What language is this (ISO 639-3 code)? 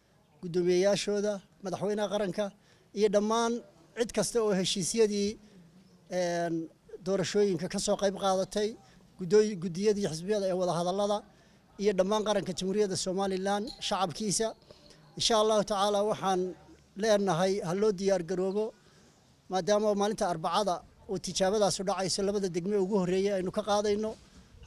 som